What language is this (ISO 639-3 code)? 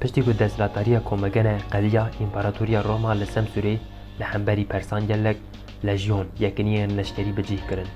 kur